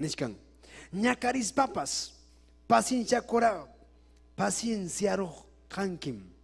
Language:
Ayacucho Quechua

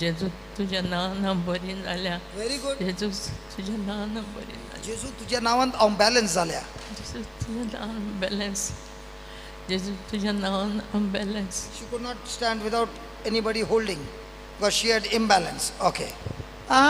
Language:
Konkani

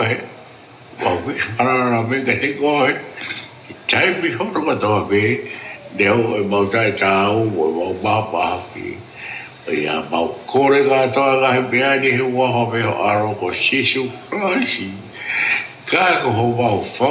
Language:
Tongan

